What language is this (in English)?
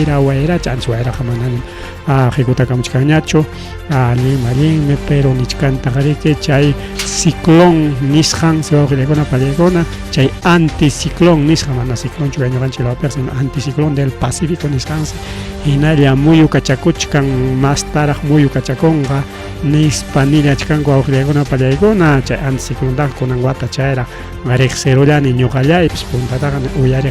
Ayacucho Quechua